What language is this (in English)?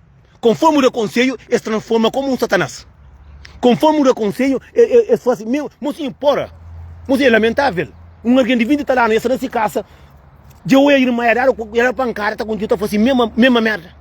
Kabuverdianu